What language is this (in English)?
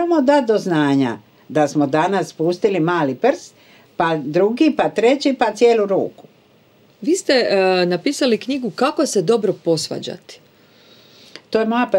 Croatian